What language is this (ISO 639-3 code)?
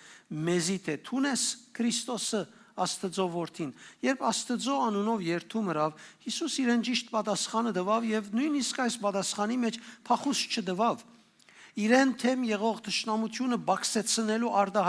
hyw